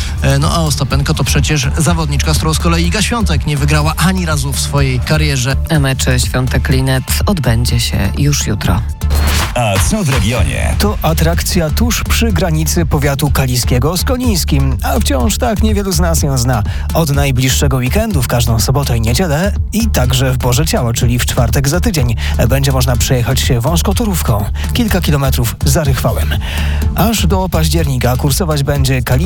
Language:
Polish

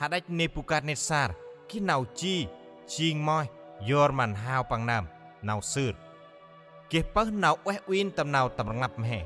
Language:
Central Mnong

